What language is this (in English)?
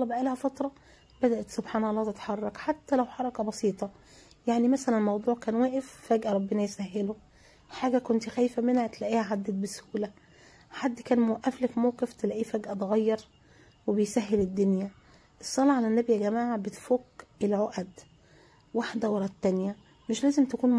Egyptian Arabic